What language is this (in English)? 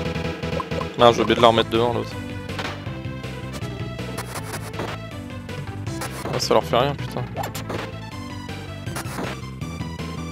French